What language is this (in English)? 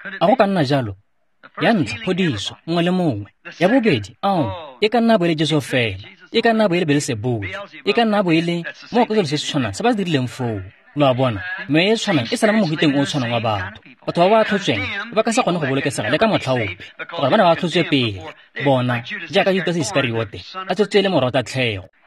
Tswana